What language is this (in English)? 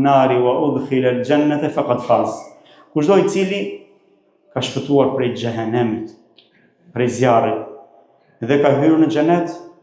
Albanian